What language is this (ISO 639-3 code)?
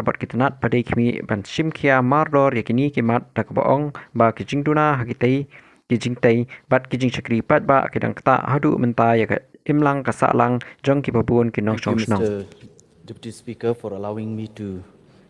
kha